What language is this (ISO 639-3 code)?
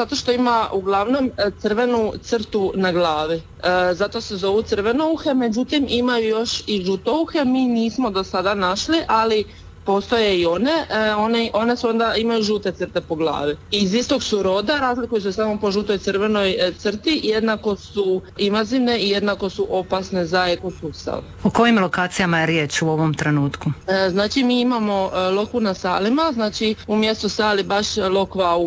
hrv